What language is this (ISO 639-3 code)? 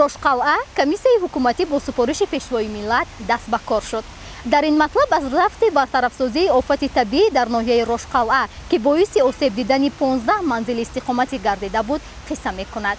tgk